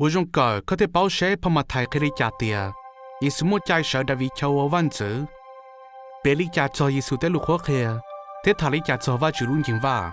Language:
Hmong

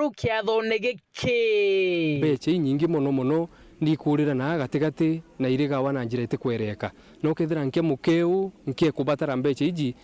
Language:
Meru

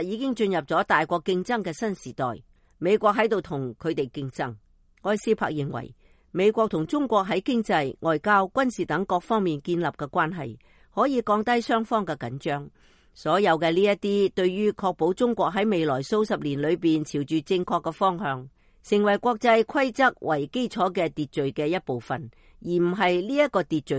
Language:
Cantonese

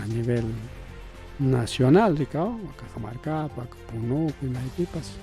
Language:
Ayacucho Quechua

